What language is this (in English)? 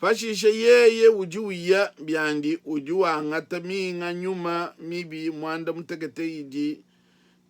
Luba-Lulua